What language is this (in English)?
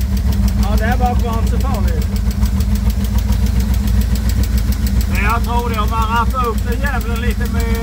Swedish